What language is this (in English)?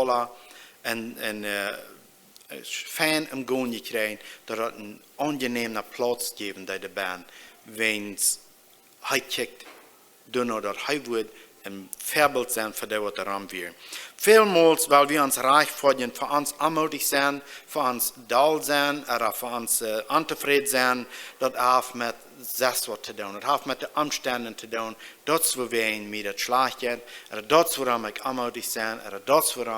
Plautdietsch